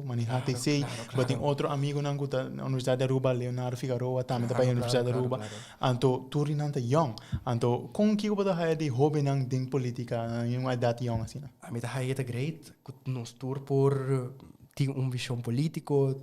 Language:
Papiamento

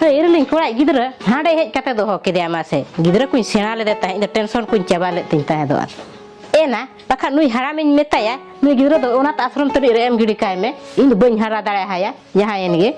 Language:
Santali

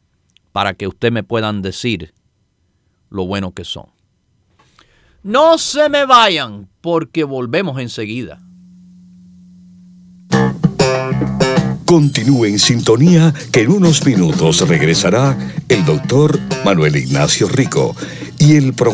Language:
Spanish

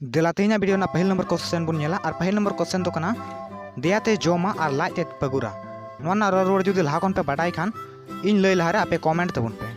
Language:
Santali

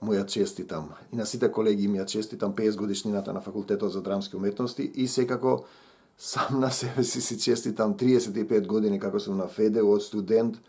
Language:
Macedonian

